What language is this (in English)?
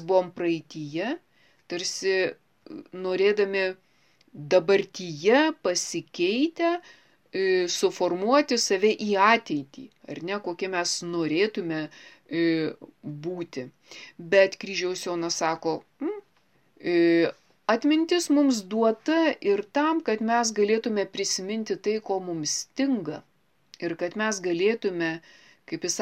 Lithuanian